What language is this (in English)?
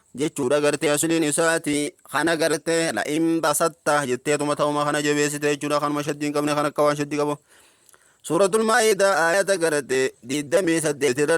Oromo